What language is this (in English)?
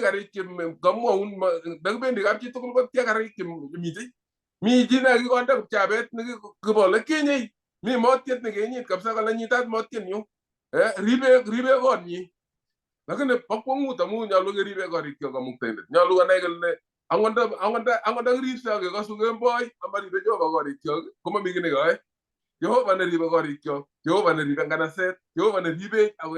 Kalenjin